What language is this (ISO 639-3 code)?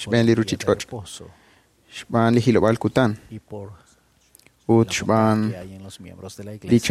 kek